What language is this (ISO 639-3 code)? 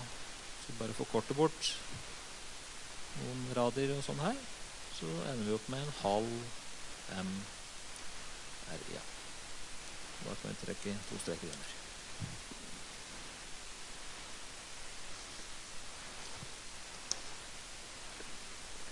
nor